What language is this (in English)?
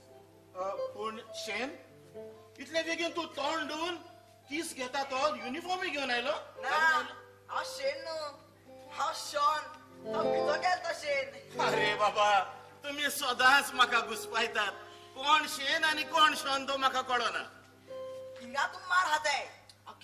Konkani